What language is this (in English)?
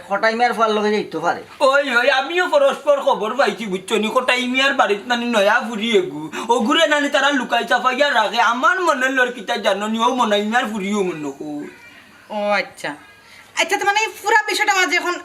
Sylheti